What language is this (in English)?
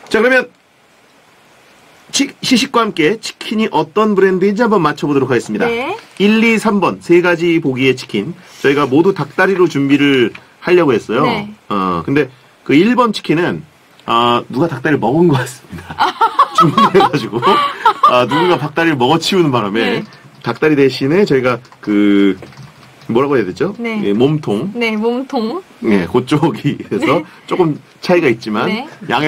Korean